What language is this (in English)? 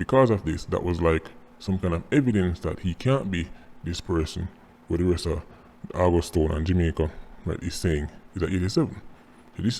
Jamaican Creole English